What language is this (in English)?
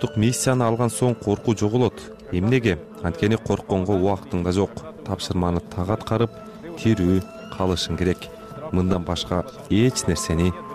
Kyrgyz